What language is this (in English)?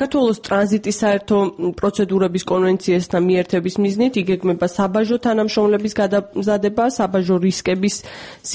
Georgian